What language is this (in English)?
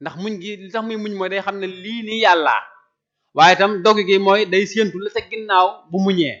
Wolof